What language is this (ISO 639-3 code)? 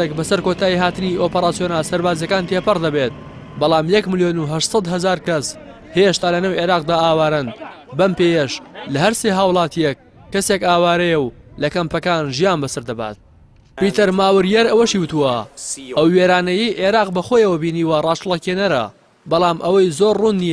ckb